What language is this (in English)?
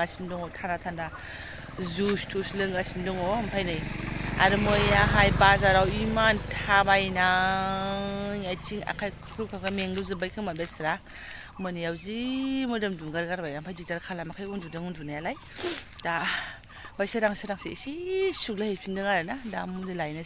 Bodo